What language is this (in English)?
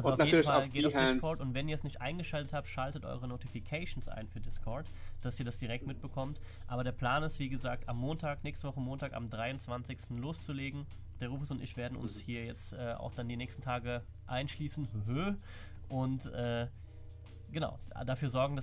German